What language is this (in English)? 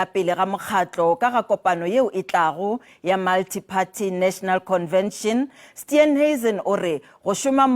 Northern Sotho